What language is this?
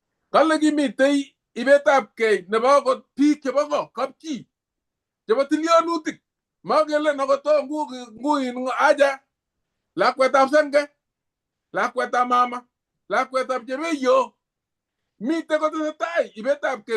Kalenjin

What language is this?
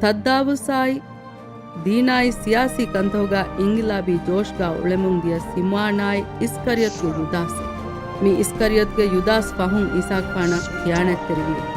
Divehi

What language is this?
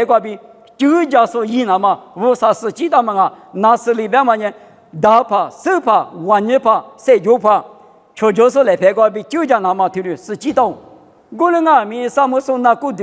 Lisu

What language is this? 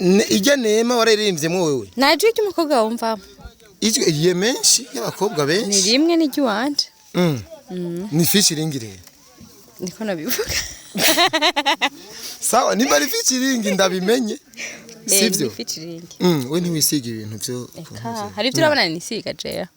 Rundi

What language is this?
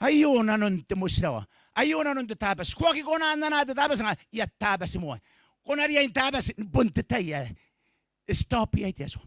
Gilbertese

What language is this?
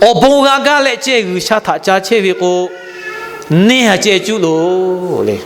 Lahu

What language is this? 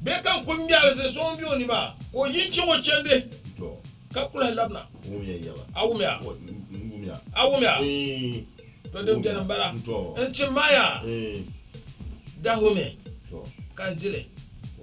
Dagbani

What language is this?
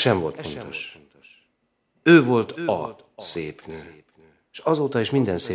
Hungarian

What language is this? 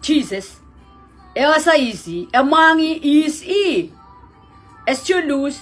Pohnpeian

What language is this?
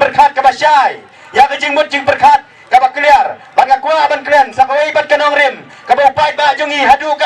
Khasi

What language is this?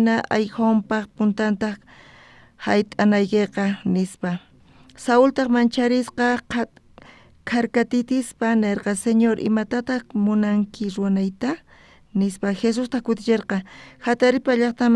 South Bolivian Quechua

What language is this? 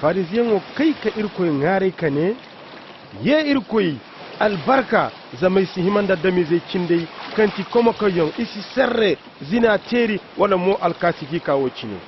Koyraboro Senni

